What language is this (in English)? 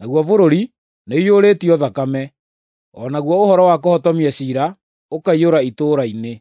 Kikuyu